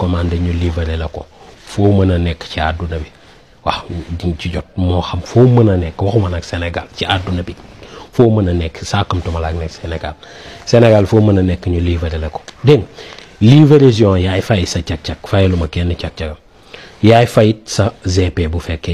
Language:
Wolof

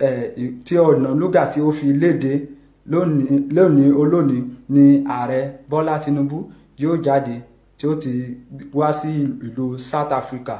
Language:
Yoruba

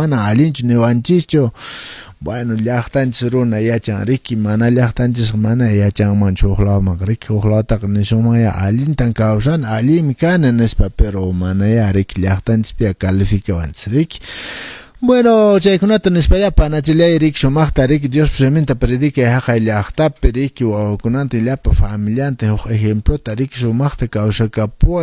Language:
Quechua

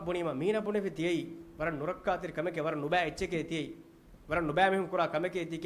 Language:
Divehi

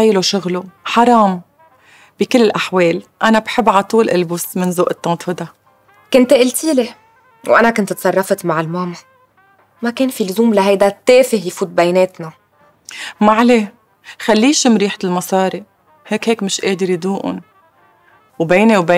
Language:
North Levantine Arabic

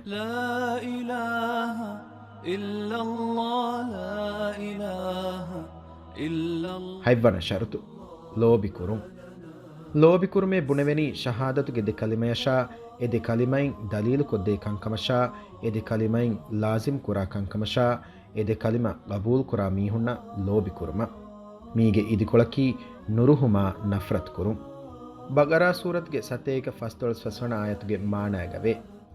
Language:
Divehi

